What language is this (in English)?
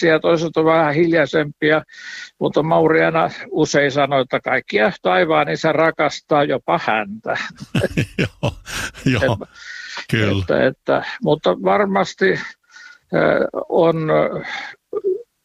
Finnish